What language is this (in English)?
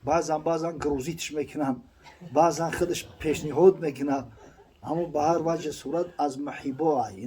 Tajik